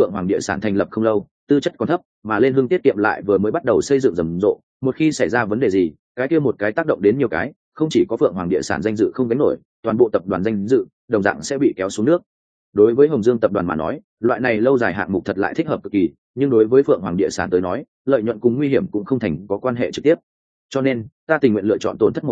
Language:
Vietnamese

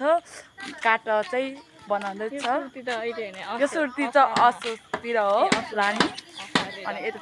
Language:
Nepali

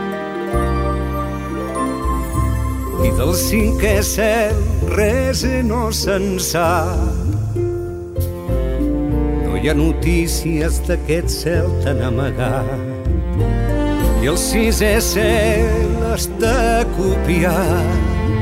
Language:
Catalan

